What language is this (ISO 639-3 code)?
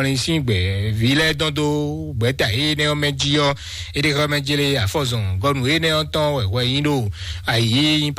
fon